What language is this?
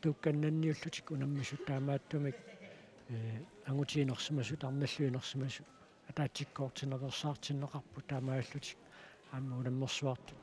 Kalaallisut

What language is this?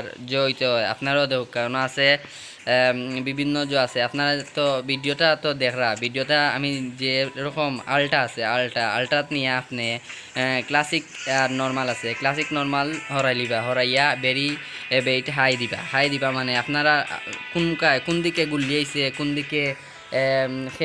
Sylheti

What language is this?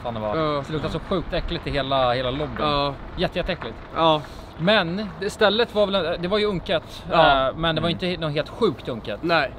Swedish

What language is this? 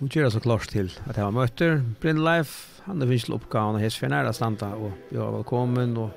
Faroese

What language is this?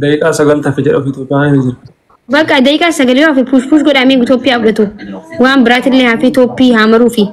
Oromo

